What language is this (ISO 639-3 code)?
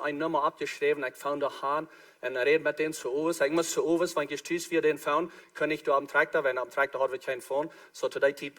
pdt